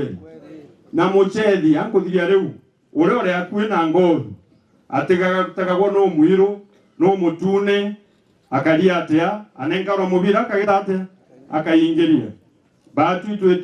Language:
Meru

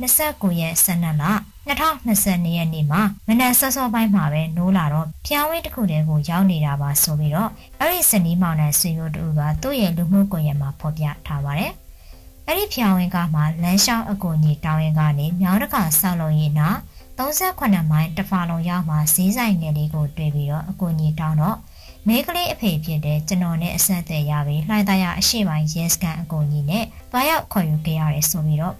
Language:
Burmese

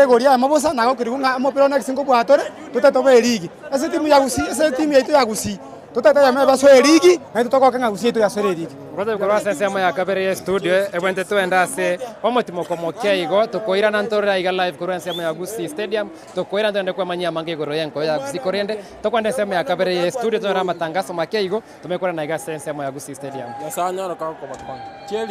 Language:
Gusii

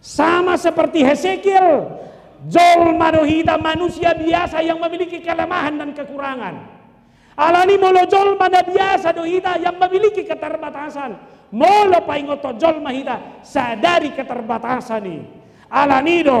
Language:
Batak Toba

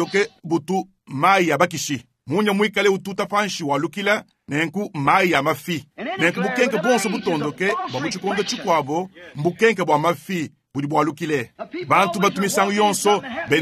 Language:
Luba-Lulua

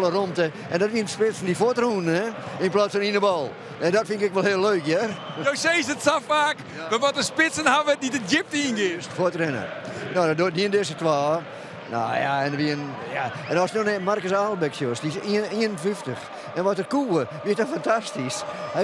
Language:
Western Frisian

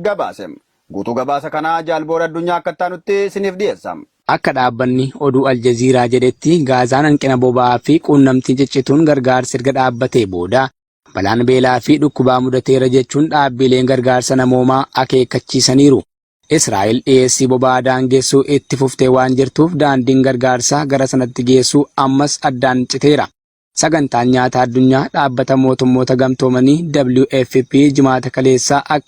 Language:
Oromo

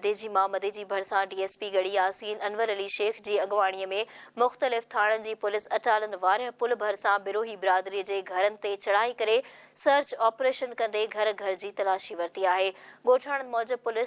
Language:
Sindhi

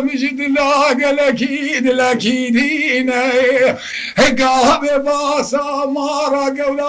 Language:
Kurdish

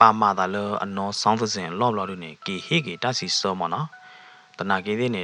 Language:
S'gaw Karen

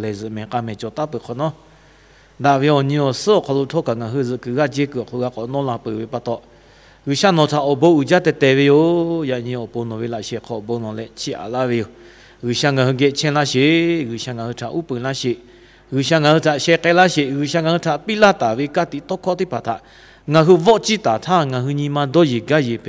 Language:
Lahu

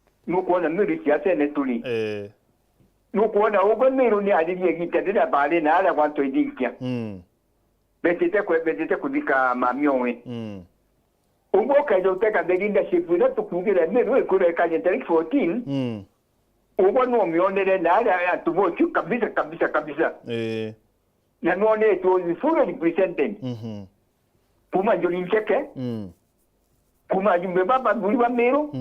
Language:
Meru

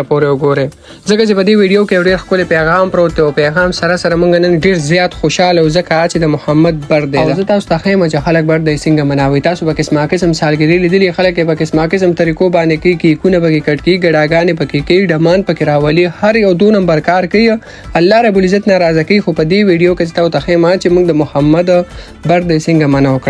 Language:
Pashto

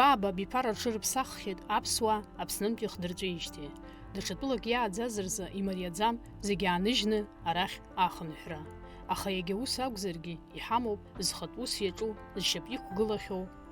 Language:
Abkhazian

